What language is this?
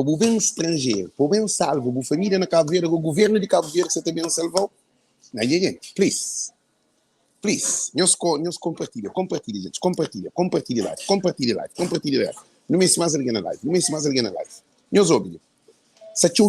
Kabuverdianu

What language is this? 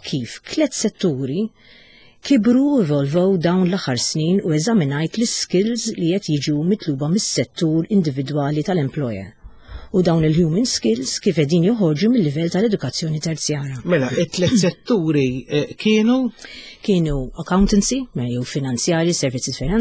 Maltese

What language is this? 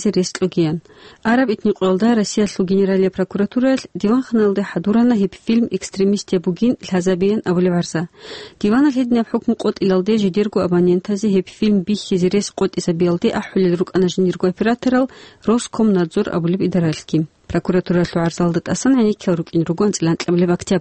Avaric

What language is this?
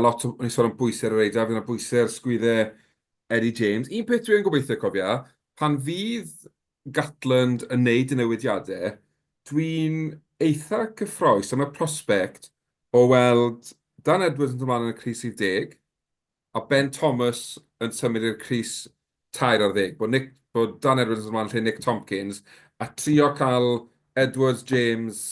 Welsh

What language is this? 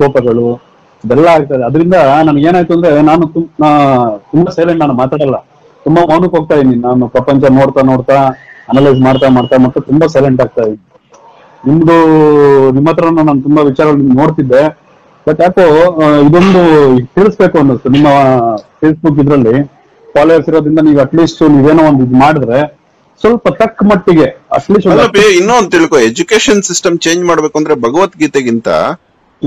Kannada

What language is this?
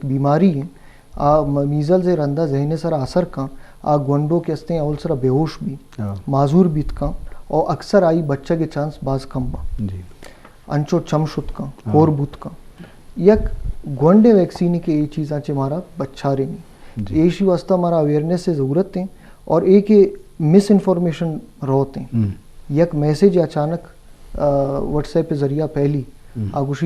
Eastern Balochi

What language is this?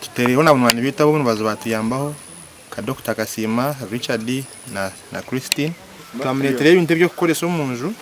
Nyankole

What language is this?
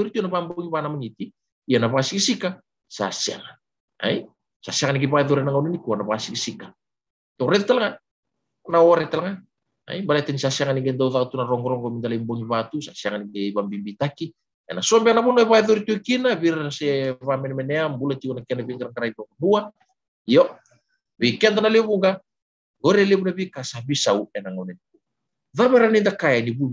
Fijian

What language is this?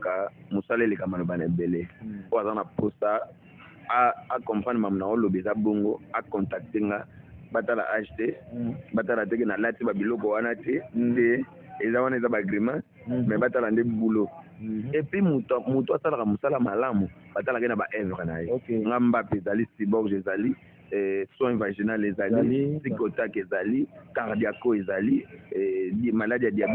Lingala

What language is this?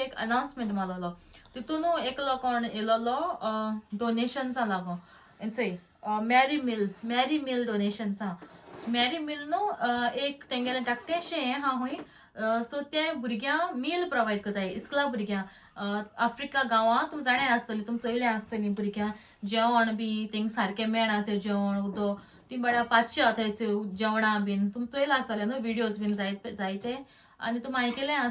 Konkani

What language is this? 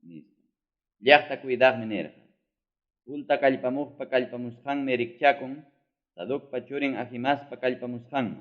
Ayacucho Quechua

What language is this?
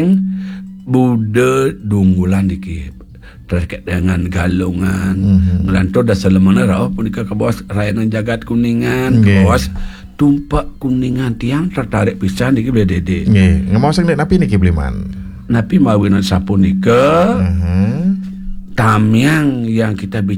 Balinese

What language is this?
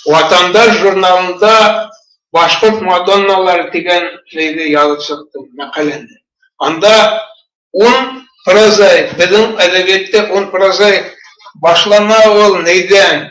Bashkir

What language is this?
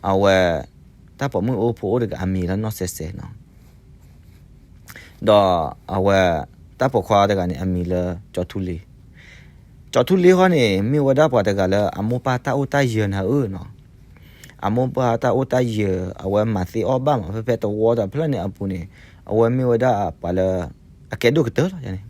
S'gaw Karen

